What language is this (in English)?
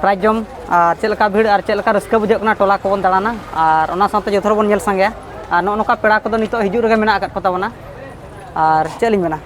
Santali